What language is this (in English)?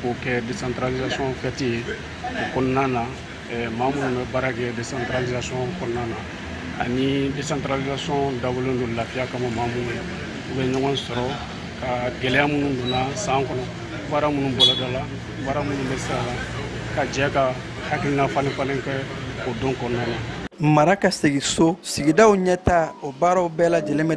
Bambara